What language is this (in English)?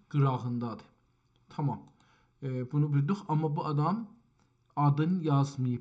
South Azerbaijani